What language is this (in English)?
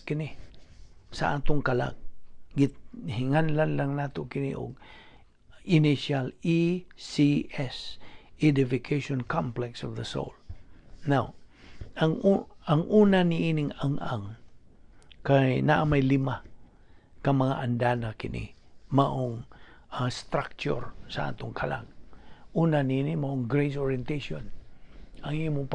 Cebuano